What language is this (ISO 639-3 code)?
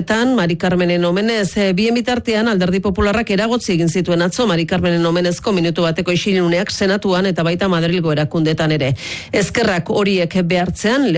eus